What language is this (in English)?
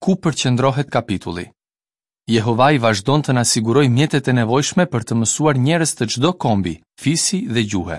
Albanian